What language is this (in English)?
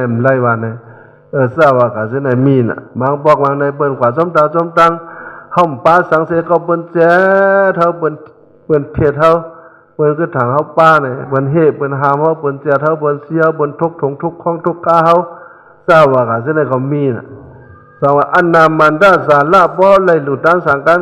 Shan